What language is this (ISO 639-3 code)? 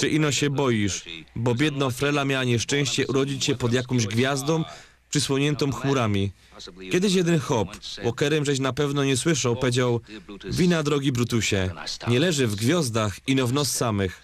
szl